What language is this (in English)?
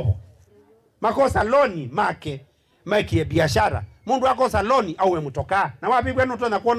Kamba